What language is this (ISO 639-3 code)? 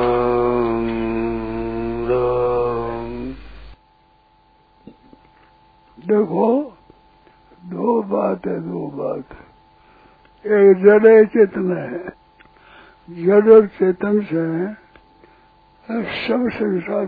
hin